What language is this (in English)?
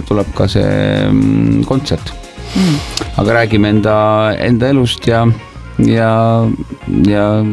Estonian